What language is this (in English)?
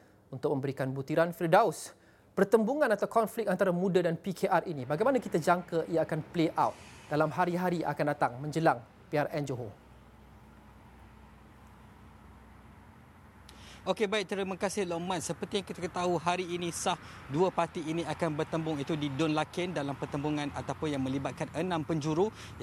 Malay